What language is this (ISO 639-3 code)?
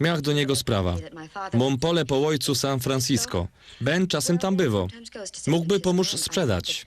szl